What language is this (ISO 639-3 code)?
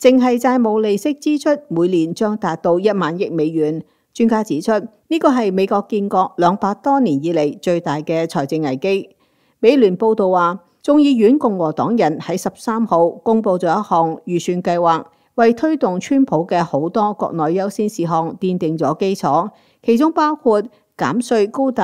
yue